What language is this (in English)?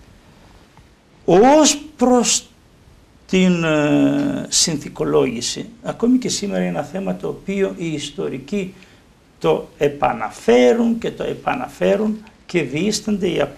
Greek